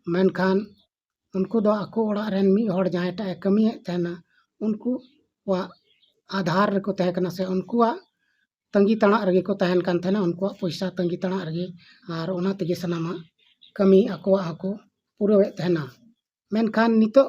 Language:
Santali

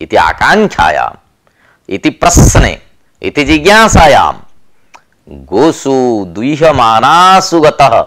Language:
Sanskrit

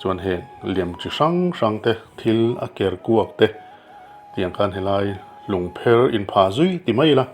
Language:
Mizo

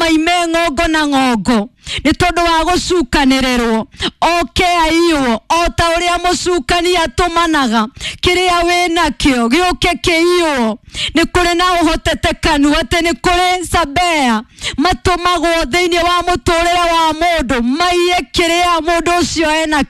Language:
Kikuyu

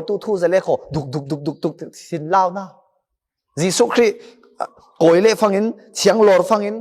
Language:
Falam Chin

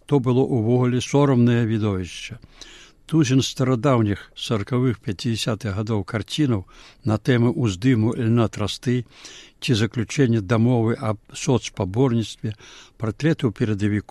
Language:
Belarusian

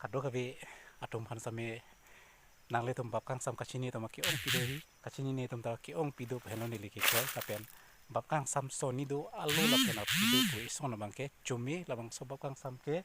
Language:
Karbi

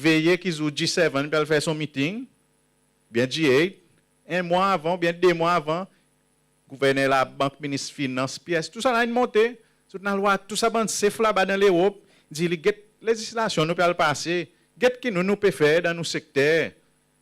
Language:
Seselwa Creole French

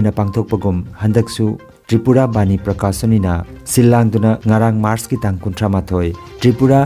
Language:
Manipuri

